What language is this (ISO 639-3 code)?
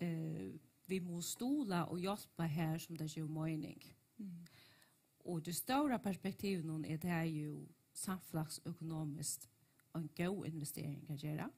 fao